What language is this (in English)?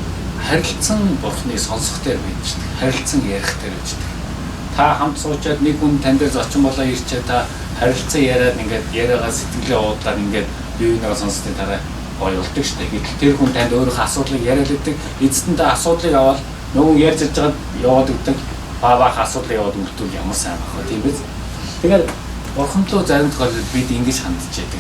Mongolian